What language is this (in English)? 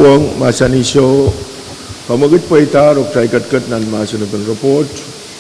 Pohnpeian